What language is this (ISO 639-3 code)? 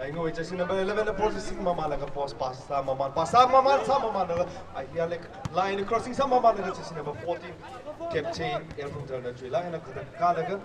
nmf